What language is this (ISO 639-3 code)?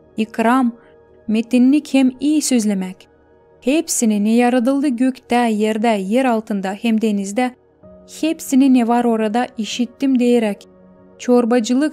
gag